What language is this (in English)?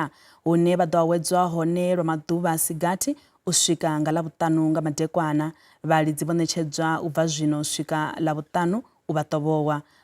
Venda